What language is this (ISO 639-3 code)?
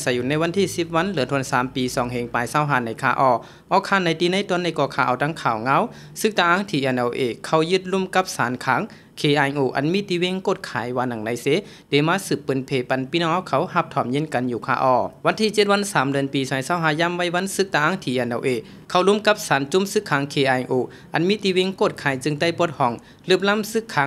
shn